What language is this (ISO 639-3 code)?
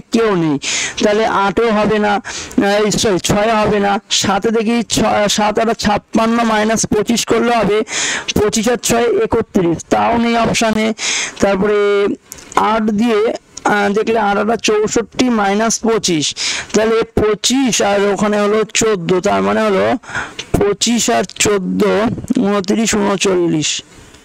ben